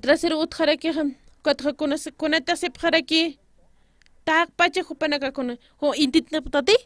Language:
Aymara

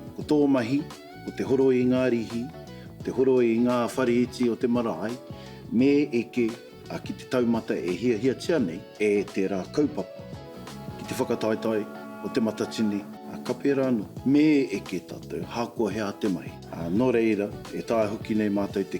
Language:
Māori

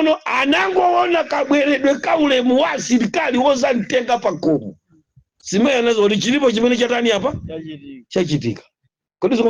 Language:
Nyanja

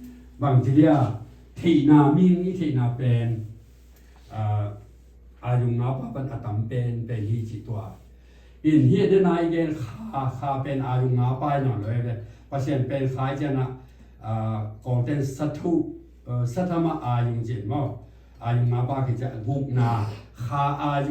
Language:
Tedim Chin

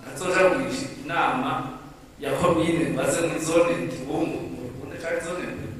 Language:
Rundi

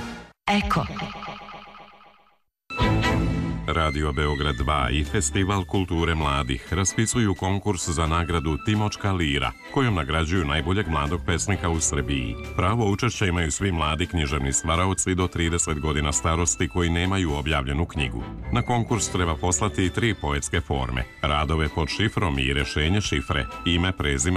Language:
Serbian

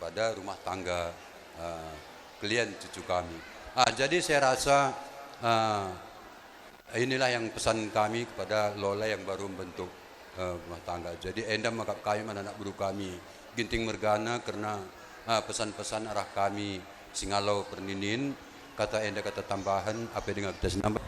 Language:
Batak Karo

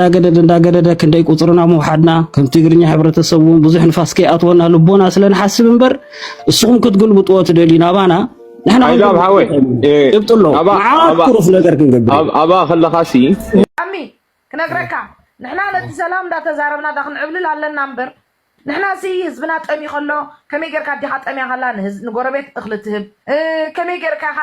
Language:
Tigrinya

